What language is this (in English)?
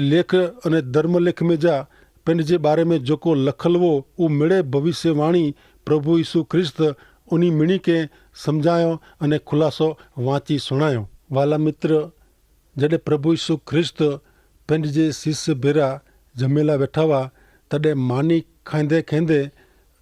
Kachhi